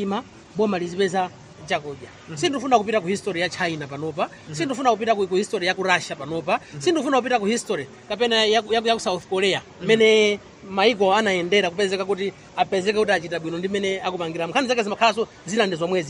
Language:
Nyanja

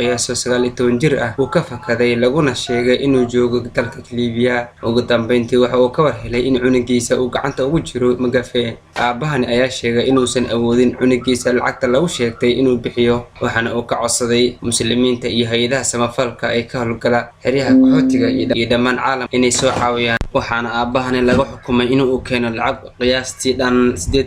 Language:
Somali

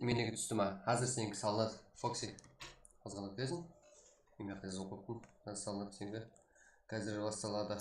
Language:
Kara-Kalpak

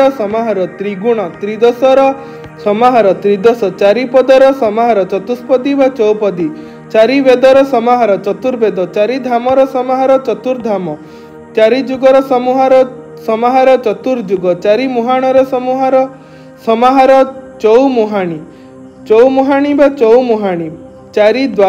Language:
Odia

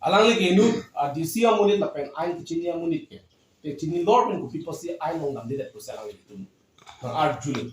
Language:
Karbi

